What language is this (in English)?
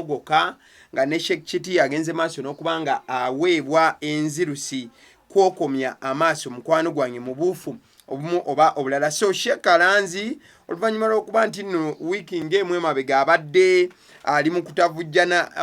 Ganda